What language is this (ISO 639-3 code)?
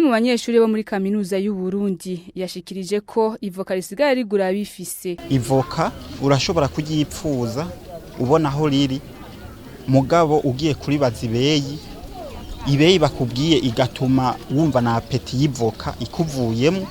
run